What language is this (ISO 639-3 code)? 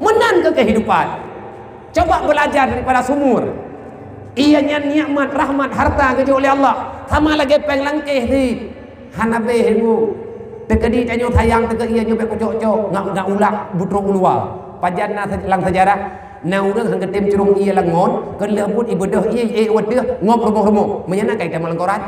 ace